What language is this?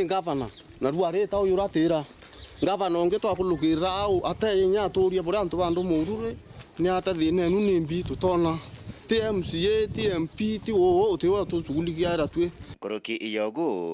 Meru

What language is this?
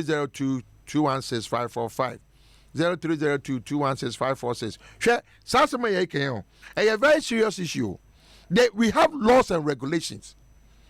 Akan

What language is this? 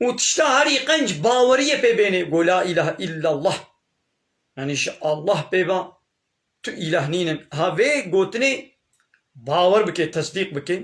Kurdish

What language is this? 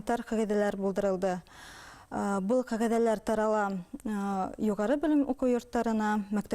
Bashkir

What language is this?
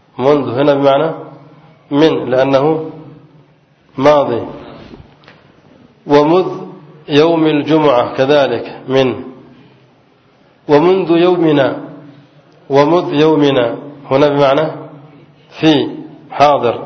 Arabic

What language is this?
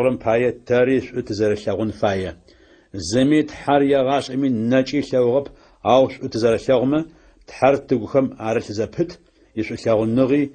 Adyghe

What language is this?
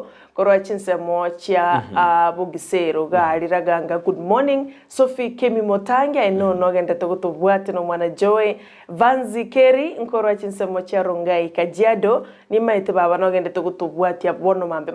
Gusii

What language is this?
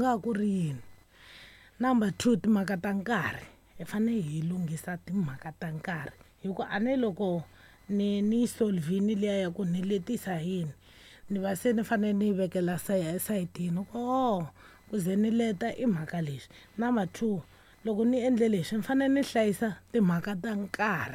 Tsonga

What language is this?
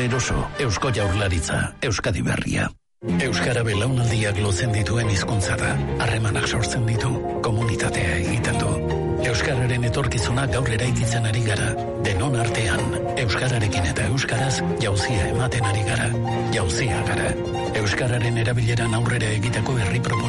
Basque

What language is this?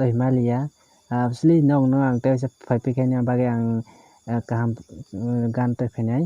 Kok Borok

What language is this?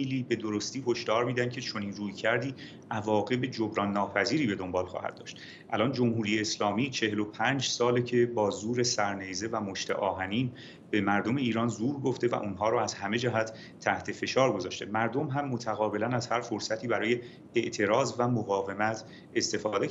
Persian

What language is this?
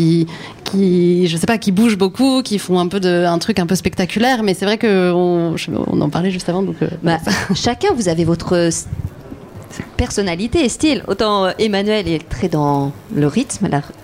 French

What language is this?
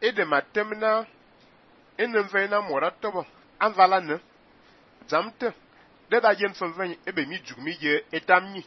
Fang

